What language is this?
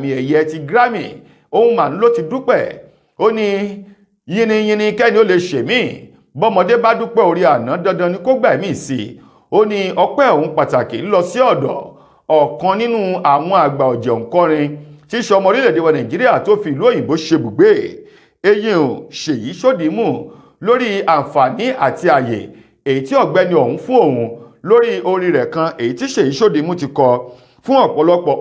Yoruba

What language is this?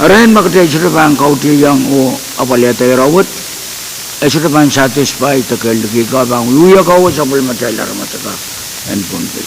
Pohnpeian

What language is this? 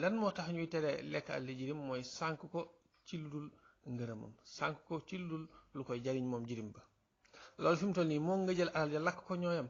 Wolof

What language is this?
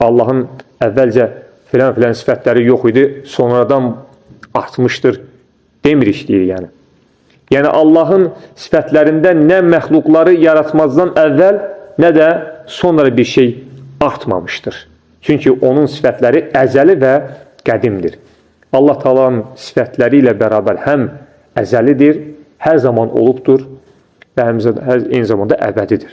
Azerbaijani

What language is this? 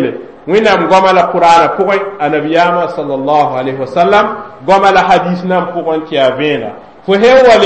Mossi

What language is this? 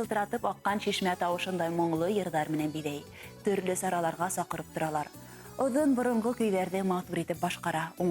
Bashkir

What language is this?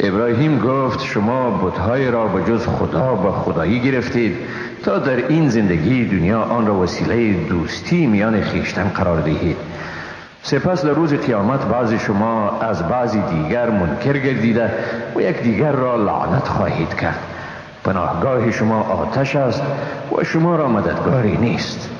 Persian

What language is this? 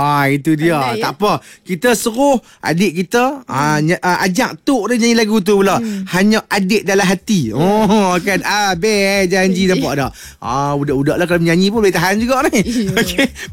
Malay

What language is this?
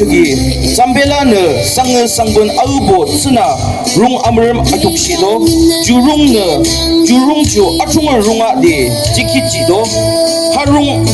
Yimchungru Naga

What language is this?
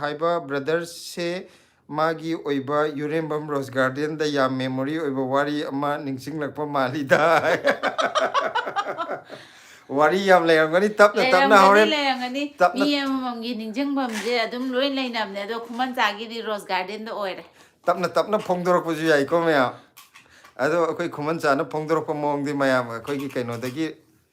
Manipuri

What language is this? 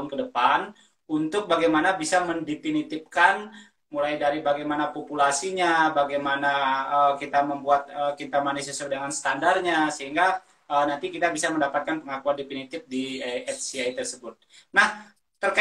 Indonesian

